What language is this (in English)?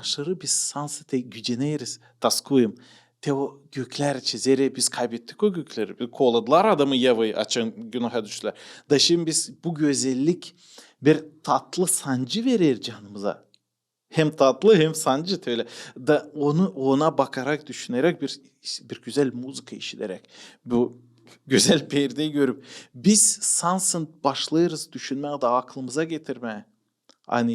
Gagauz